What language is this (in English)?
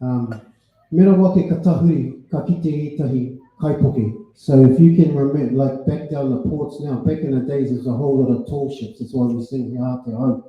Māori